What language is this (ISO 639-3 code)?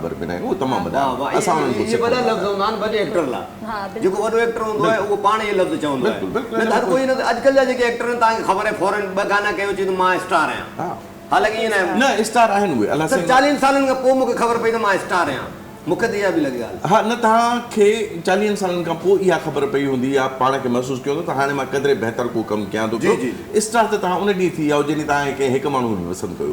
snd